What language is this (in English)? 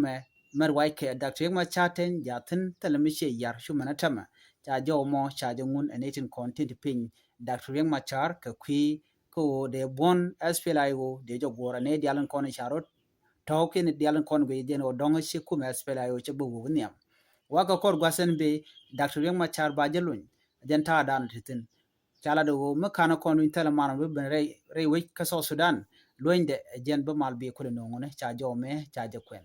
Nuer